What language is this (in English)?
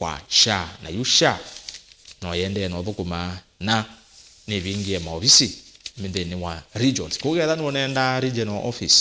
Kamba